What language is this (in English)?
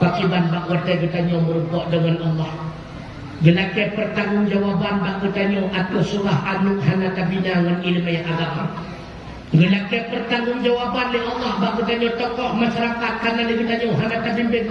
Achinese